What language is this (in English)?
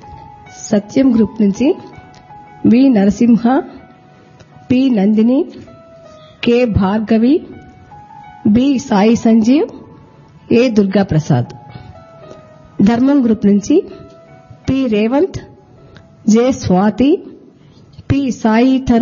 Telugu